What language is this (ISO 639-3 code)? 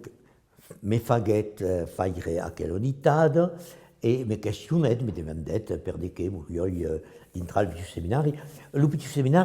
oci